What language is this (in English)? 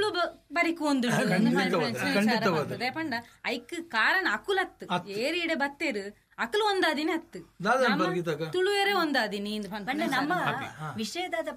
Tulu